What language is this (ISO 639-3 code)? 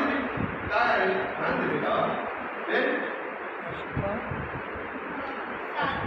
mar